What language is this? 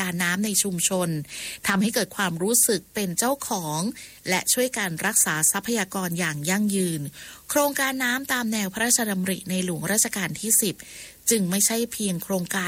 Thai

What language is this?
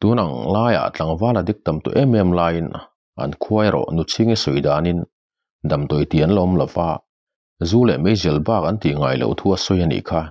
Mizo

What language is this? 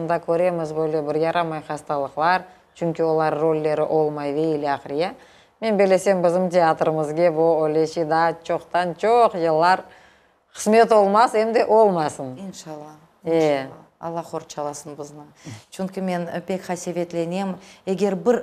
Crimean Tatar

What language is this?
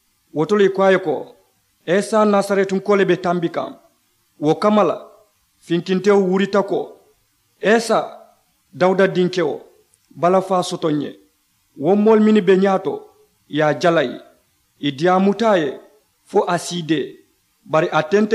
Mandingo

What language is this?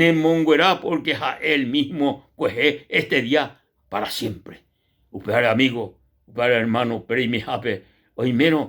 Guarani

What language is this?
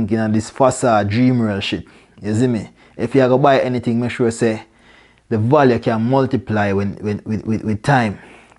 Jamaican Creole English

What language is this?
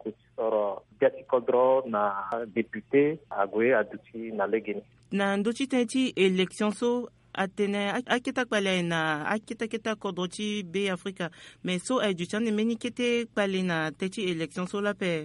Sango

